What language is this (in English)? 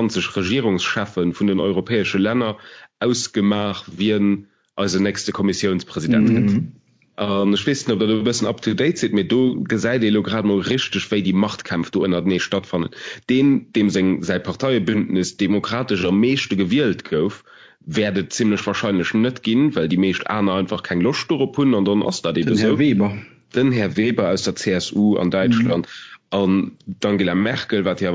Luxembourgish